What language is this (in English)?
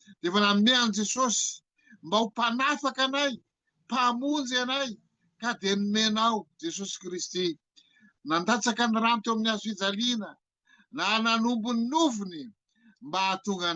Malagasy